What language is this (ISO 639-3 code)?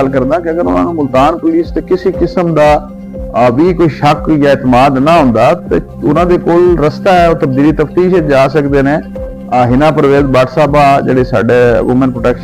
skr